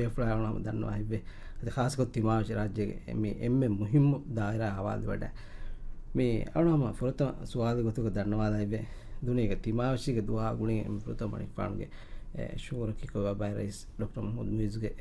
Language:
Divehi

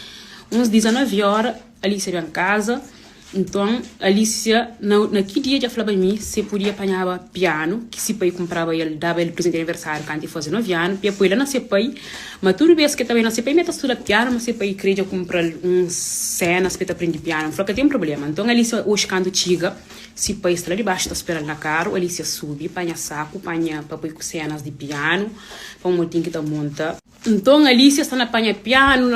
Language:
Kabuverdianu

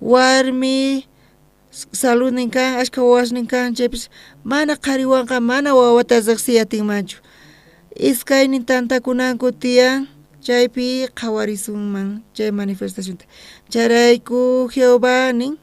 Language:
South Bolivian Quechua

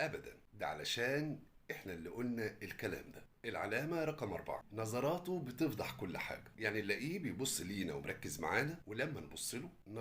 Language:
Egyptian Arabic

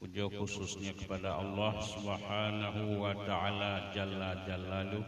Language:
Achinese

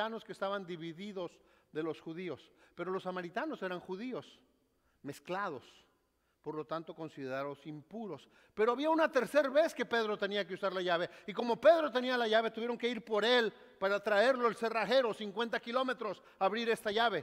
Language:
Spanish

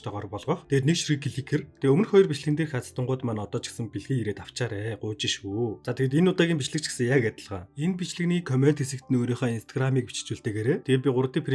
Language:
Mongolian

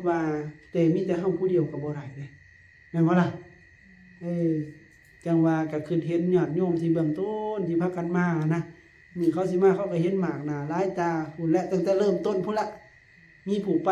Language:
Lao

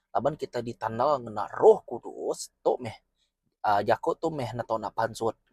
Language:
Iban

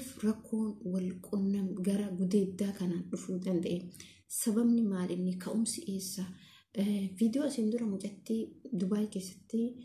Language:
Oromo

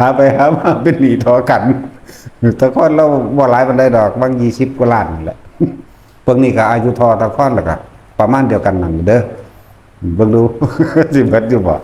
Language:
Northeastern Thai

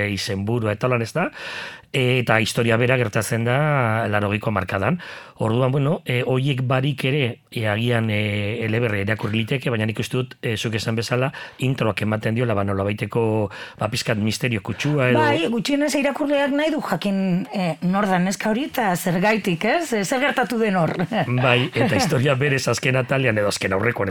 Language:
Basque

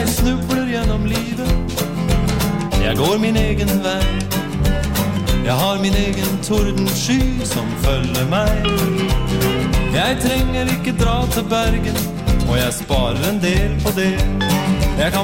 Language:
Norwegian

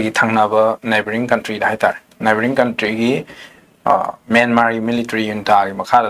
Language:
Manipuri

